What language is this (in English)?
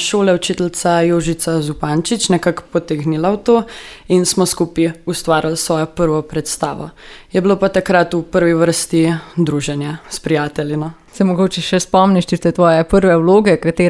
Slovenian